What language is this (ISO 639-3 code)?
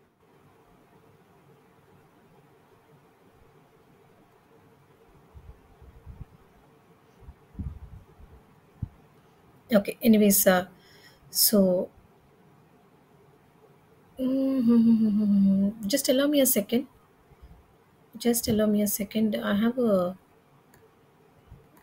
eng